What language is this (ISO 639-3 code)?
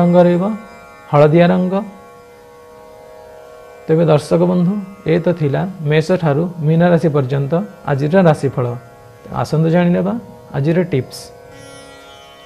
ori